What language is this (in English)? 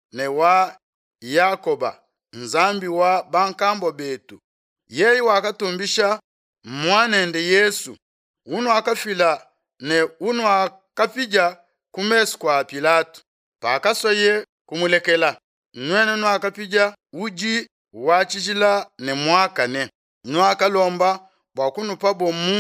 Luba-Lulua